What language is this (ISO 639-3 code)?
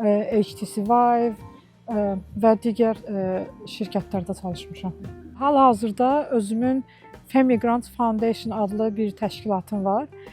aze